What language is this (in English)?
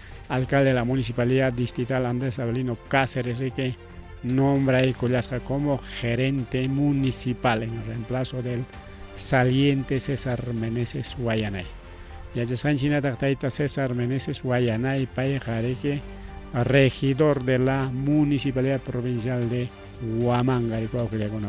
Ayacucho Quechua